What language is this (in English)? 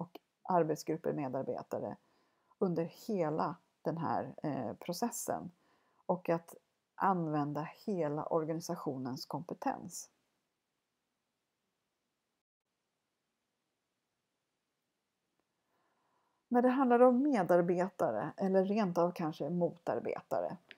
Swedish